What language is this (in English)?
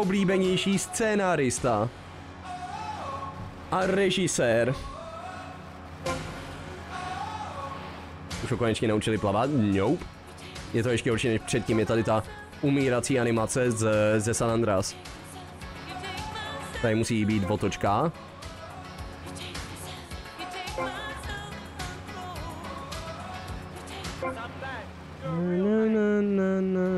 Czech